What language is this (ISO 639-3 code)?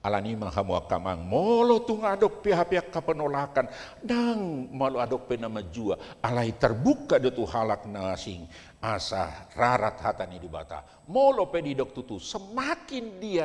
bbc